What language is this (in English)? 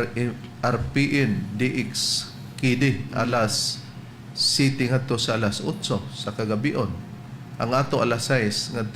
Cebuano